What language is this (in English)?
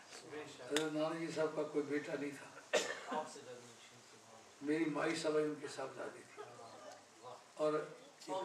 Urdu